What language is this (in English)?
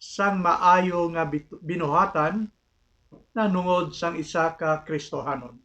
Hiligaynon